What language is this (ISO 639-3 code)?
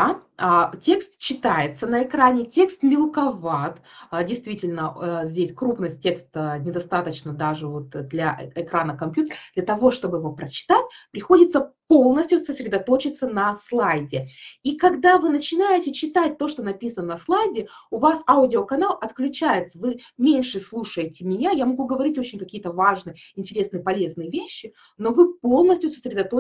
rus